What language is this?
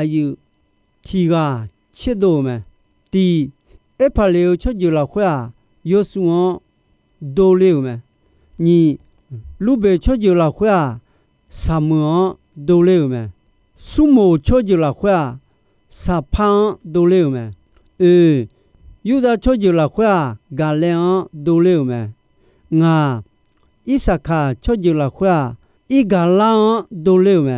Akha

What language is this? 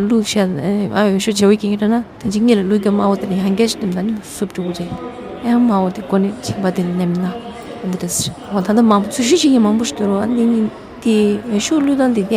Tibetan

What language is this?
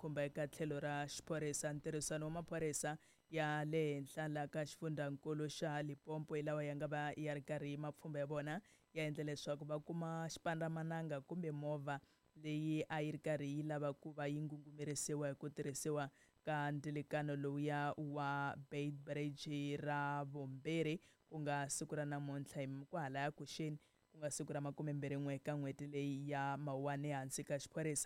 Tsonga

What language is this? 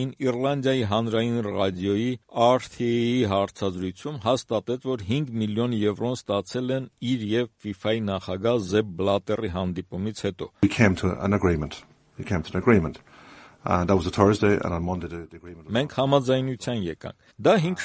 Armenian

